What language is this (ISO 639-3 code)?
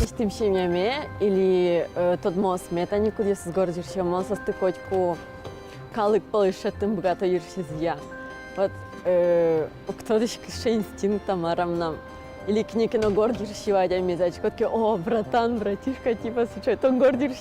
udm